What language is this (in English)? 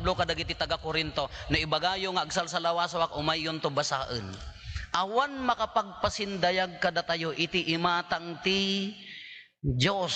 Iloko